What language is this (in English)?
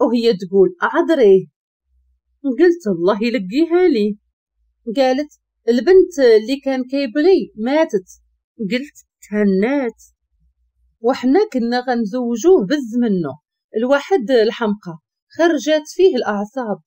Moroccan Arabic